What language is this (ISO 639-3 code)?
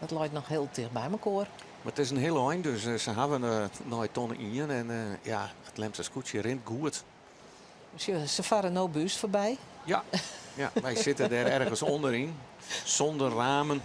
fry